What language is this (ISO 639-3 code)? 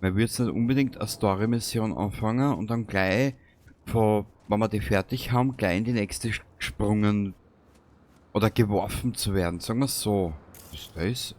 bar